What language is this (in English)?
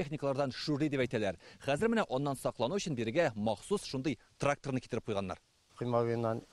Tatar